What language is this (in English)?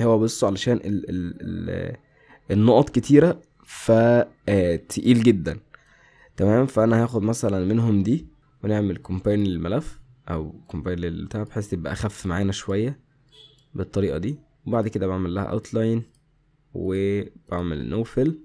Egyptian Arabic